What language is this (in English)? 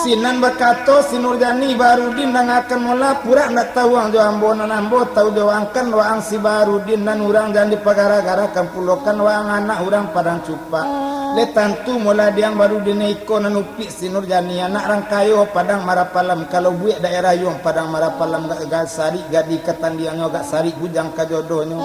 Minangkabau